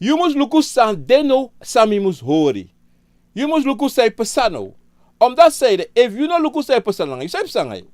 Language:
Sranan Tongo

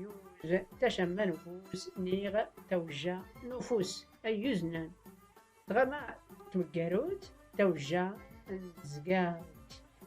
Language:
Tachelhit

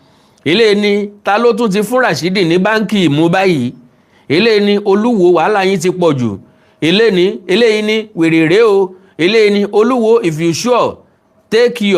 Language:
Yoruba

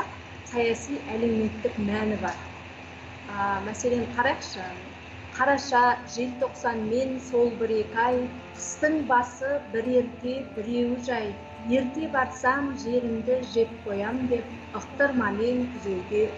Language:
Kazakh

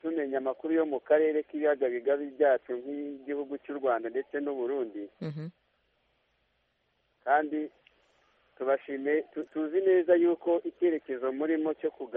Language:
Kinyarwanda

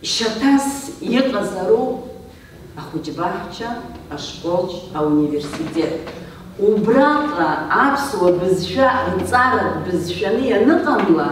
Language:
Abkhazian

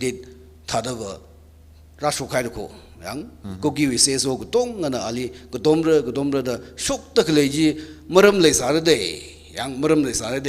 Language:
Tangkhul Naga (India)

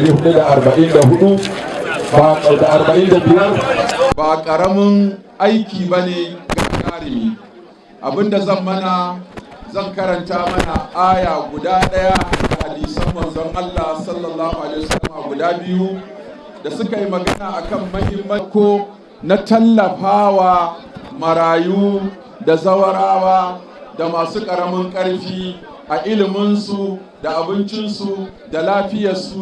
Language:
Hausa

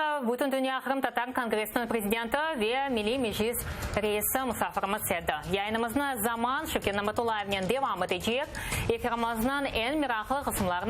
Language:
Crimean Tatar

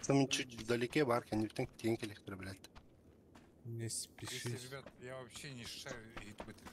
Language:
Yakut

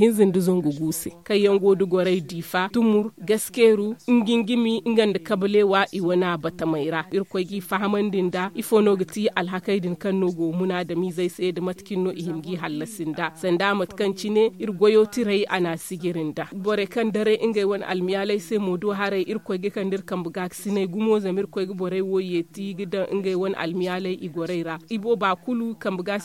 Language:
Zarma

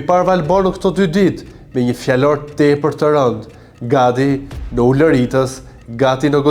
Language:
Albanian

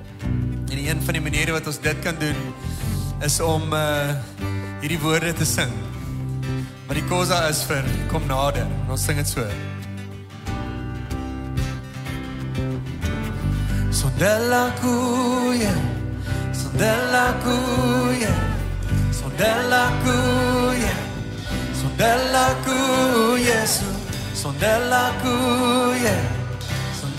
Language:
Afrikaans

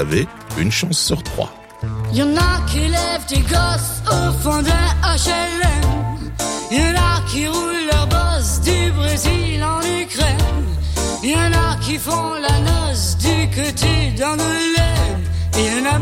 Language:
French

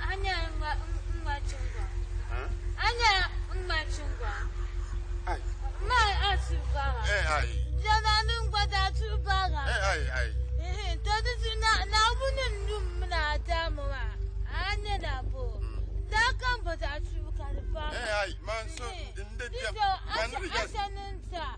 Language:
Dagbani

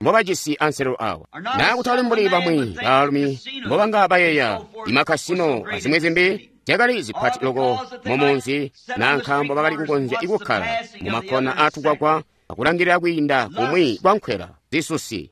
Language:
Tonga (Zambia)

